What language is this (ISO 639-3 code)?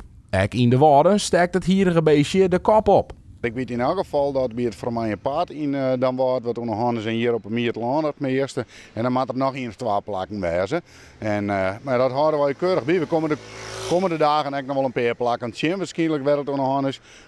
fry